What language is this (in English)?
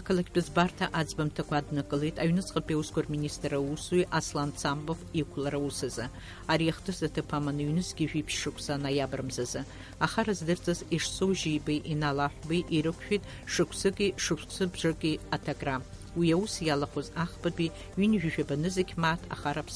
Abkhazian